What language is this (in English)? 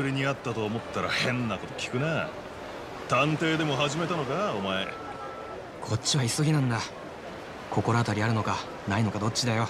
Japanese